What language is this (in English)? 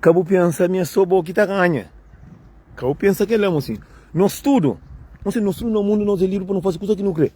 Kabuverdianu